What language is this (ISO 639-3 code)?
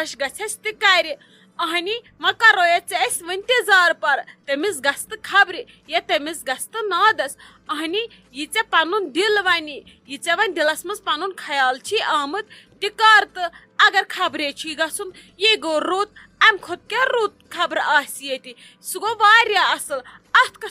kas